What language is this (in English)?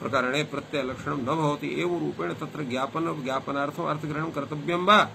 Sanskrit